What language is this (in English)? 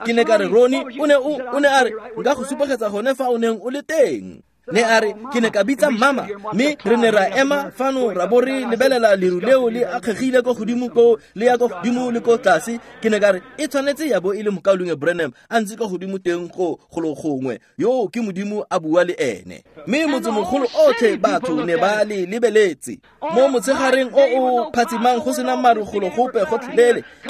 Tswana